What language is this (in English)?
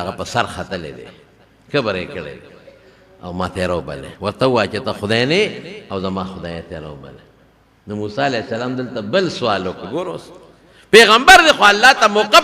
Pashto